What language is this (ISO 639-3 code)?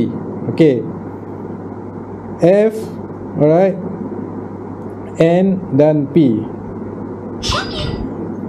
msa